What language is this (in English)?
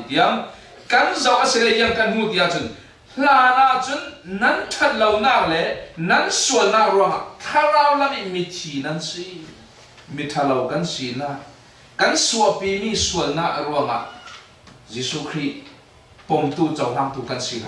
Falam Chin